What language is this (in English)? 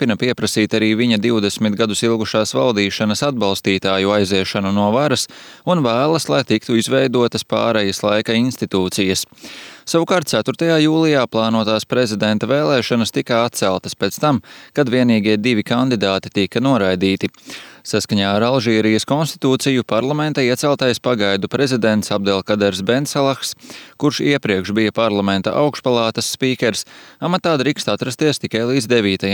Latvian